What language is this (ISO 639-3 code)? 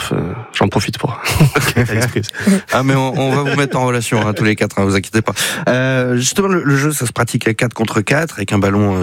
fra